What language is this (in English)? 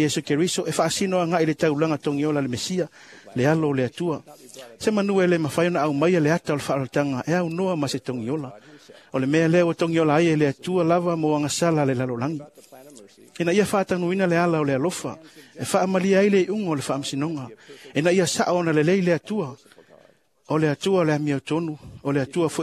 Samoan